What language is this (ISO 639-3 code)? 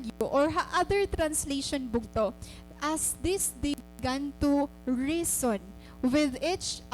war